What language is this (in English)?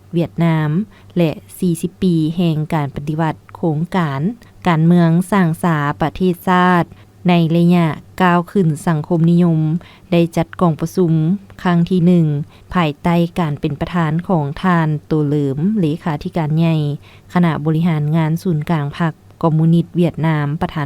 Lao